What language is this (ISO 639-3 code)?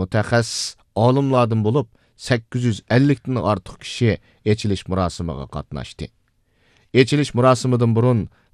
uig